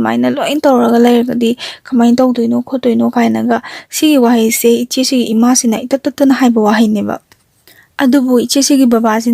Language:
Manipuri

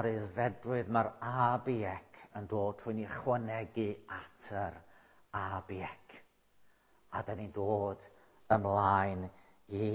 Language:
Welsh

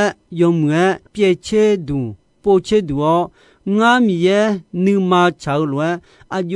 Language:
Akha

